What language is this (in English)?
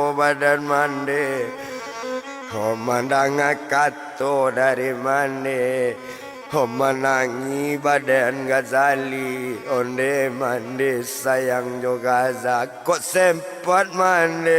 Minangkabau